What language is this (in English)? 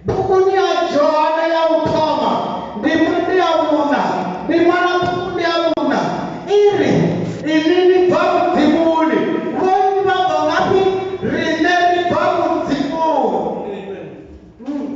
Venda